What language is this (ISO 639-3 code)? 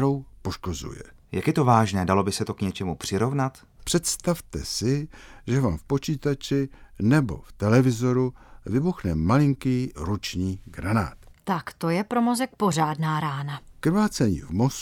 ces